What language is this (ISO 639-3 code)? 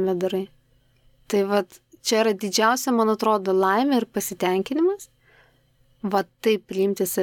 lit